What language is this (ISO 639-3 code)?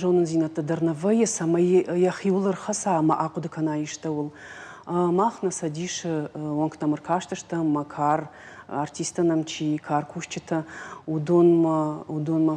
oss